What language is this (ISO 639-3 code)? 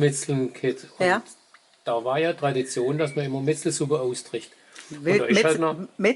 swg